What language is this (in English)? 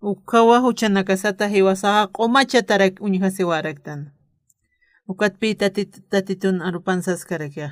Aymara